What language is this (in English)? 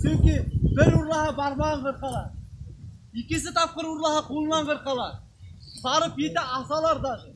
Bashkir